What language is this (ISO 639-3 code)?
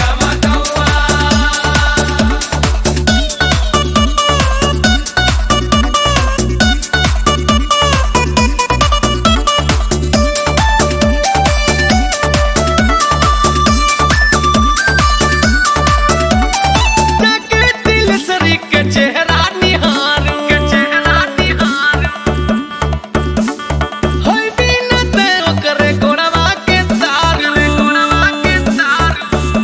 bho